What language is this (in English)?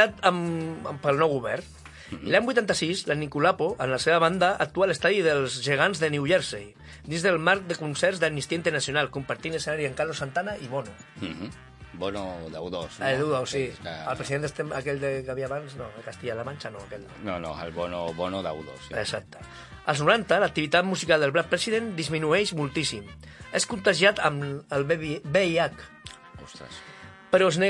Catalan